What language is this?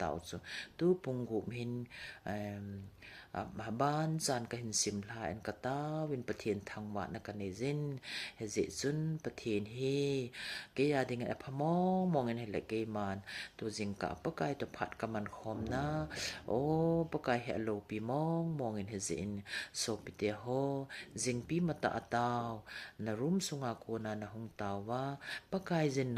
Thado Chin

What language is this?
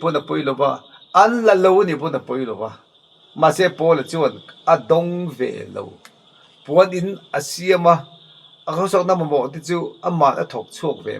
Mizo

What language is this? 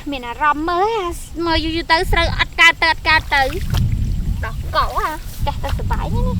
Khmer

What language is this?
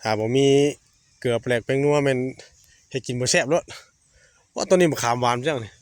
Northeastern Thai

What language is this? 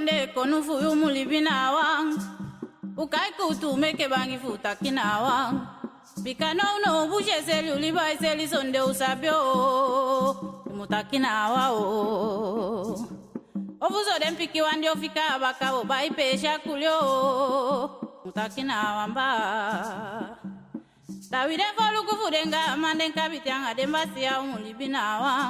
Eastern Maroon Creole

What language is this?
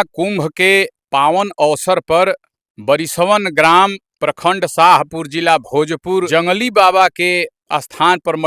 Bhojpuri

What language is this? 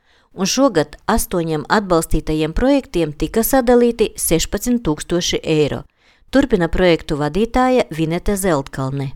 Latvian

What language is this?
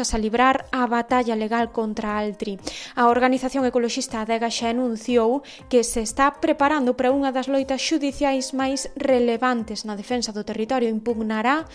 Galician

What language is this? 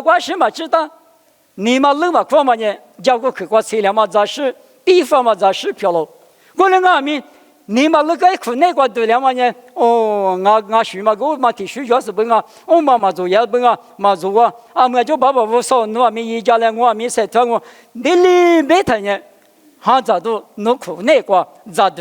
Lisu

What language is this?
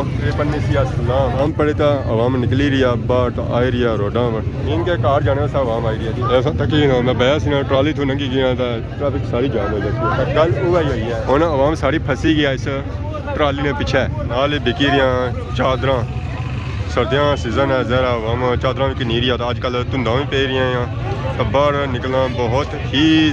Pahari-Potwari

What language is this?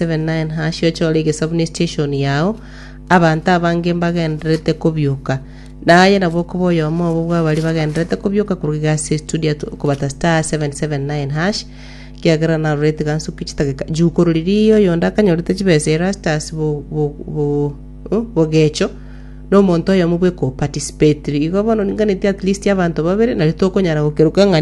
Gusii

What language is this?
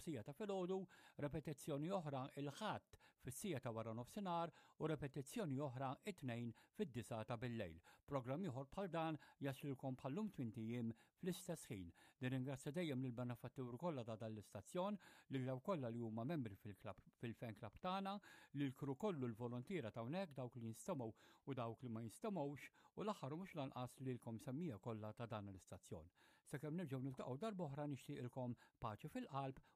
Maltese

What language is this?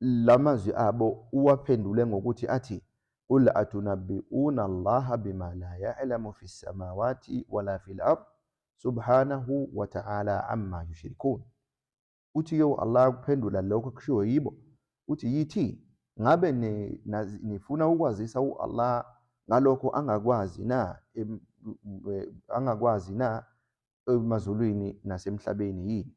Zulu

